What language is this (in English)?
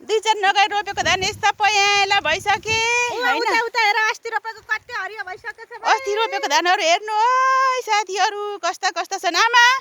Nepali